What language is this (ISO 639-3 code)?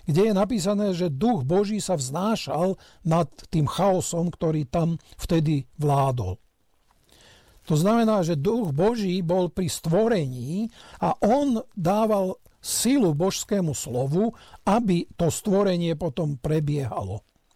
slk